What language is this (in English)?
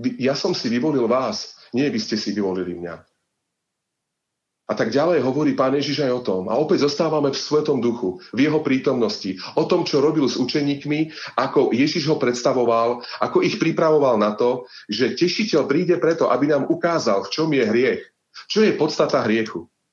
Slovak